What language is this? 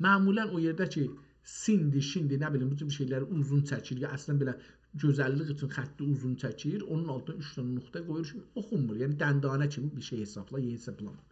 South Azerbaijani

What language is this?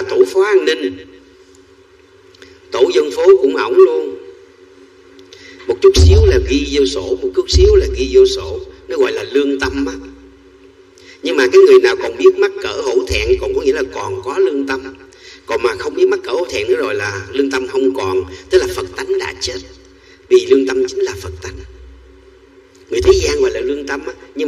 Vietnamese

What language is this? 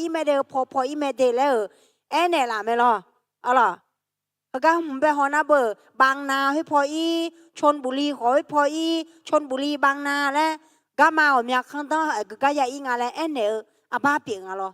Akha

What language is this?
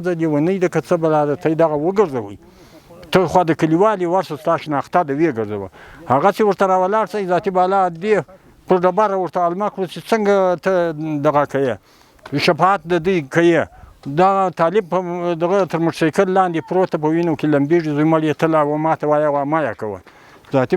Pashto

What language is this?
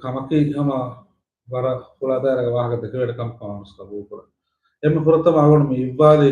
Divehi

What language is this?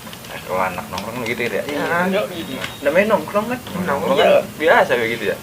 Betawi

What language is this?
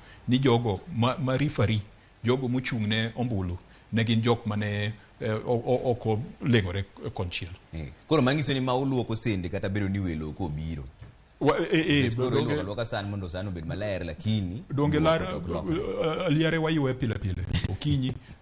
Luo (Kenya and Tanzania)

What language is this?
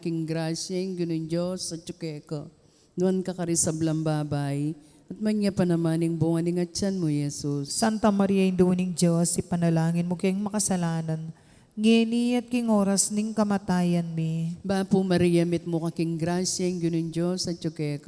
Pampanga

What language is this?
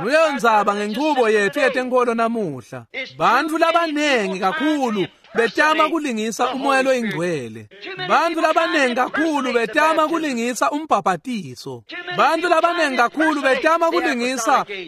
Swati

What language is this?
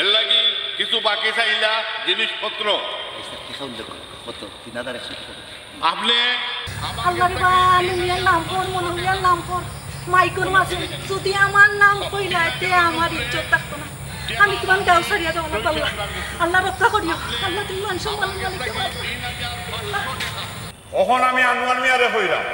Sylheti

